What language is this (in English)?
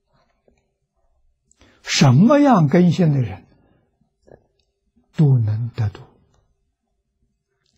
Chinese